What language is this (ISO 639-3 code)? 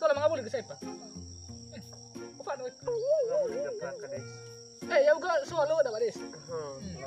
nia